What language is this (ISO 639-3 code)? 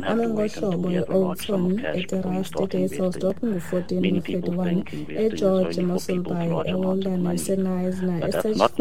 xho